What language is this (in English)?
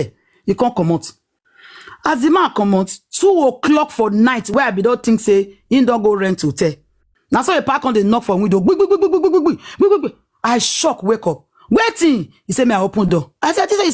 Nigerian Pidgin